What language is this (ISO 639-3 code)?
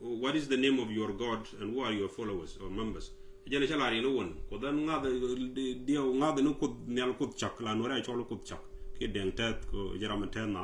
nus